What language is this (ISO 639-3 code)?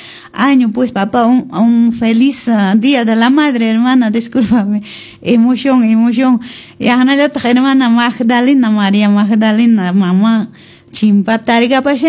que